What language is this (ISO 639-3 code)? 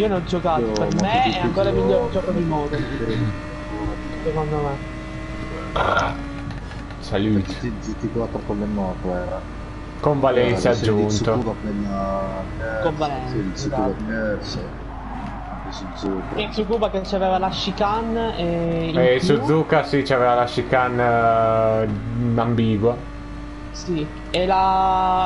ita